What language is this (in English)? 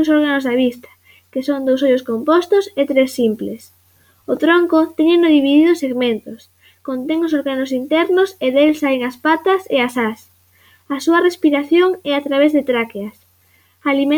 Galician